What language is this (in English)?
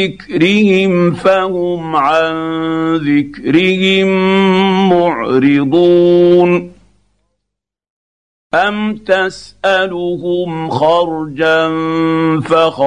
Arabic